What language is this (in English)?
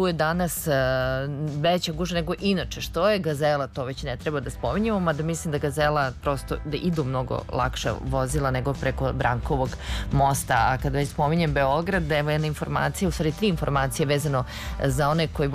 Serbian